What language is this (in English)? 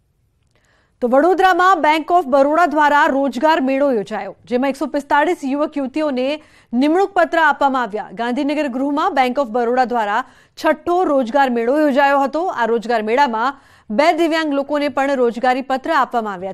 Gujarati